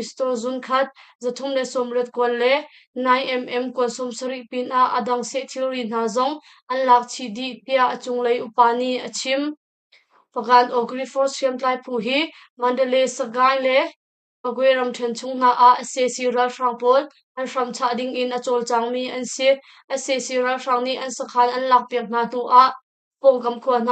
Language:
Hakha Chin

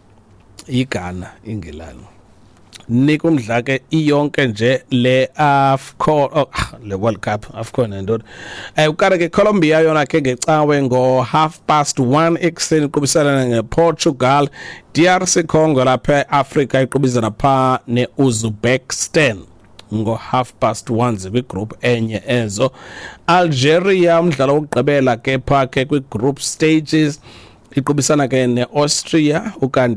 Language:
Xhosa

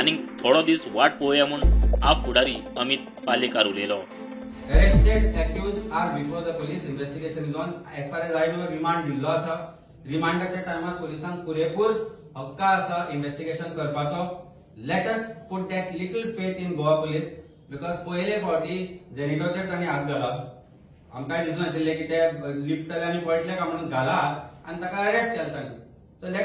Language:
Konkani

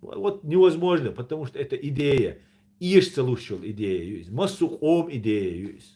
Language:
Chechen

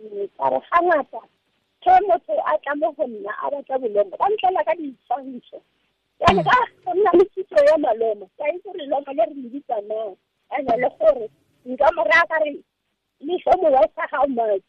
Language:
Tswana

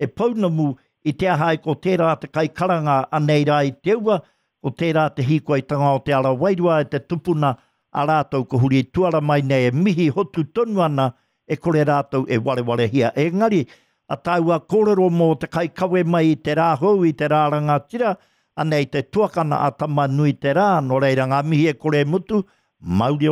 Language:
Māori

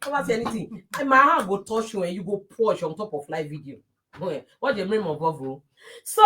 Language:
Nigerian Pidgin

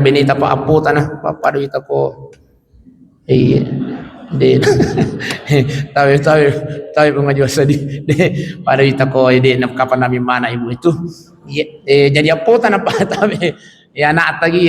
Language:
Buginese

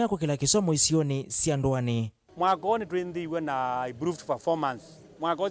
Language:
Kamba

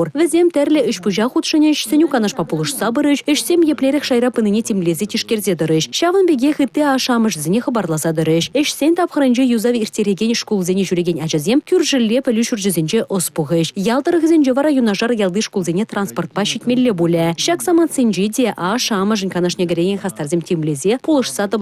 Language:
Chuvash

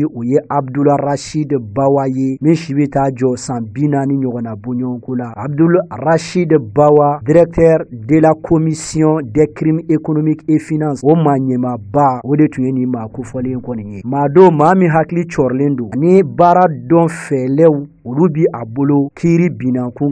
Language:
Bambara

